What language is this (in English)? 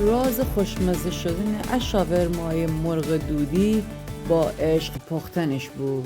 Gilaki